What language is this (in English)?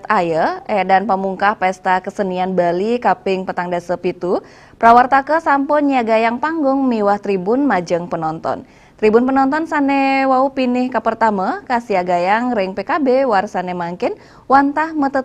Balinese